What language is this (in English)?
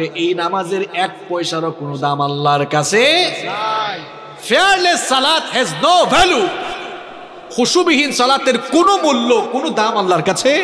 Bangla